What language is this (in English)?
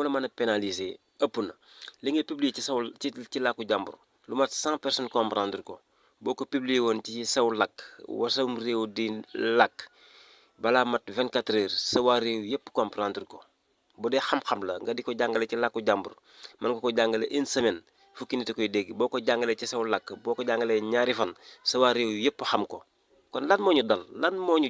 Wolof